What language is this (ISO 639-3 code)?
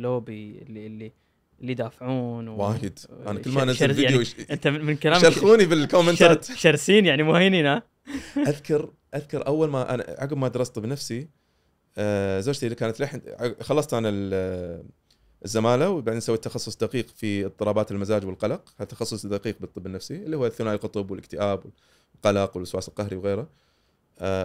afb